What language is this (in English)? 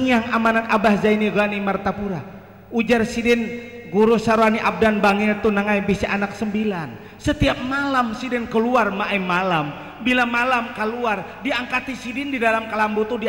Banjar